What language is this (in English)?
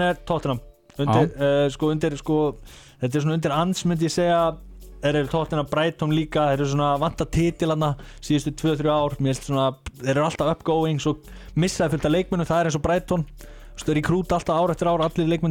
Icelandic